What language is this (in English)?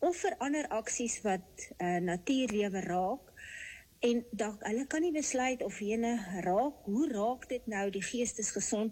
Afrikaans